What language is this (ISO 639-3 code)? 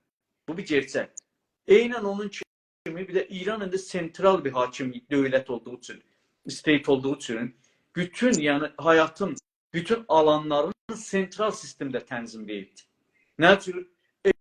azb